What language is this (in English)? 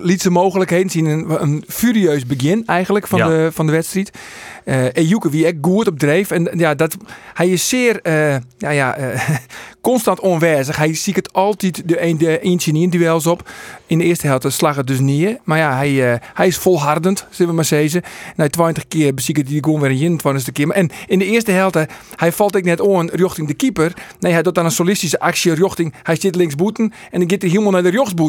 Western Frisian